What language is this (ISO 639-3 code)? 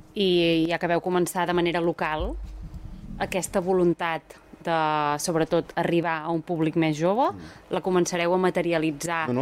cat